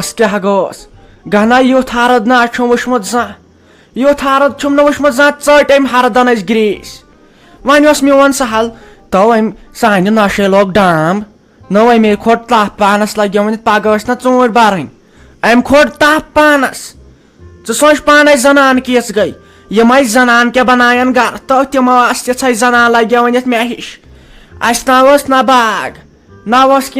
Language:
Kashmiri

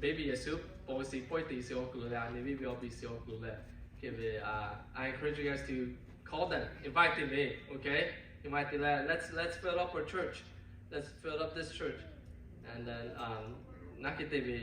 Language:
Lahu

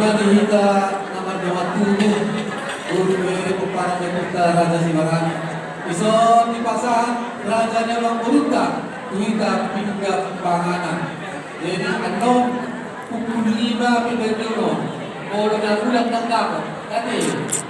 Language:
Batak Toba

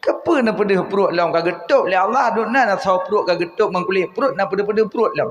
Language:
Achinese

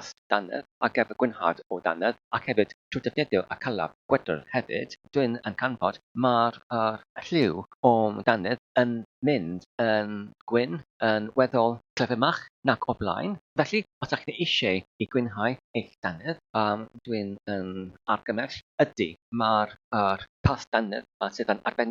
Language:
Welsh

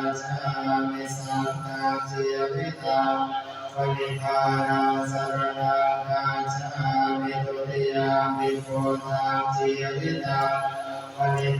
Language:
Pali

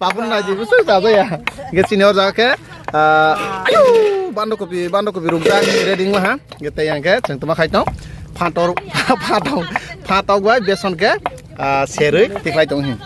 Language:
Kok Borok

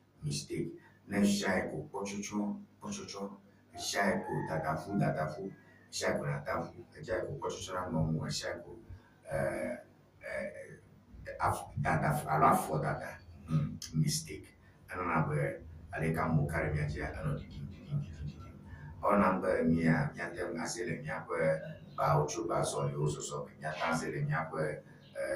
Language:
Ewe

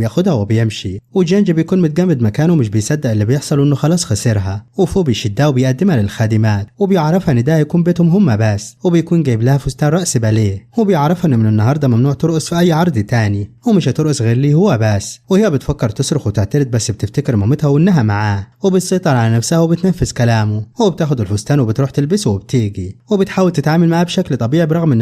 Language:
Egyptian Arabic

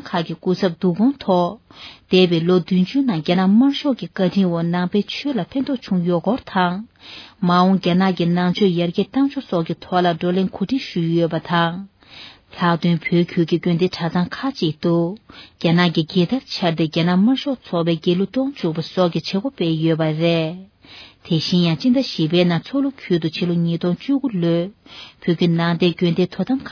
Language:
Tibetan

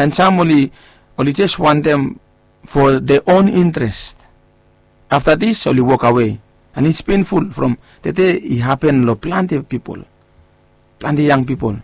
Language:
Bislama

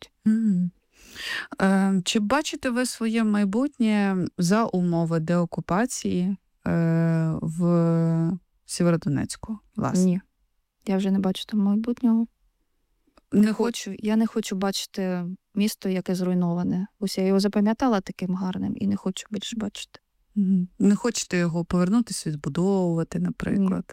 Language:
Ukrainian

